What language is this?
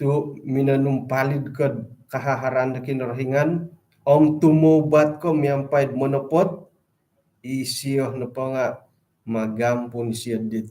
Central Dusun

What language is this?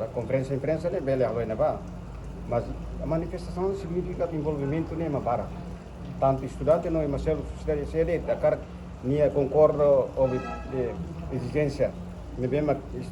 Tetum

